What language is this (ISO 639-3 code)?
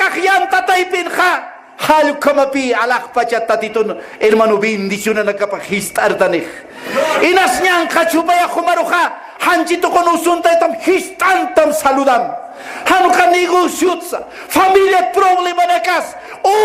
aym